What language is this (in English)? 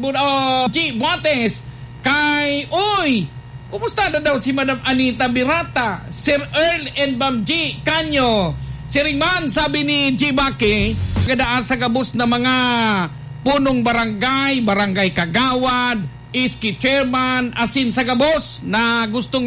Bikol